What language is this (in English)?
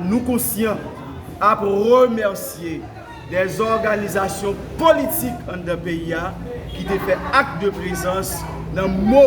Haitian Creole